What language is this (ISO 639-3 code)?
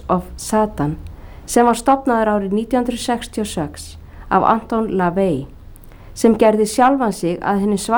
isl